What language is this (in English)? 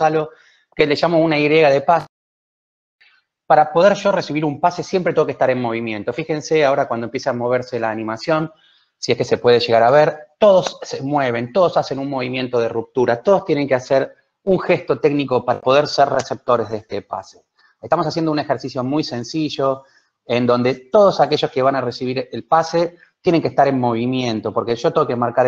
Spanish